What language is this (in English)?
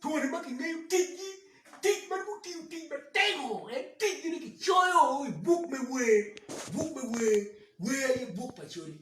Acoli